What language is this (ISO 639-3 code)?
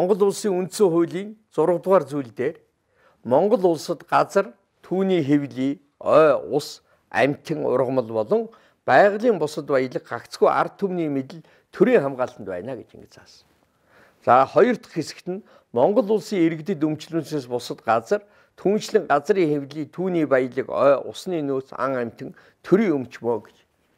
mon